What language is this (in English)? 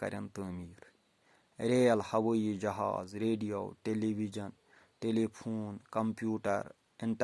Kashmiri